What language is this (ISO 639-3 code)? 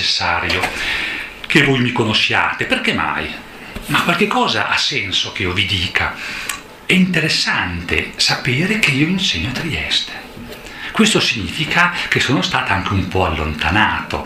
ita